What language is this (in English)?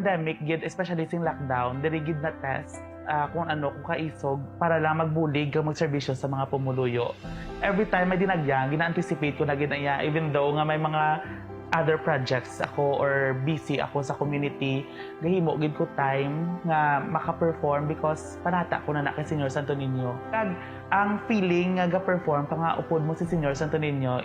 Hiligaynon